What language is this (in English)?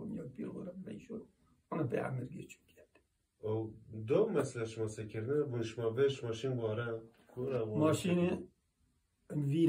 Zaza